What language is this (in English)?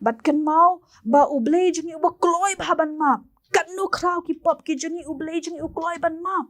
Khasi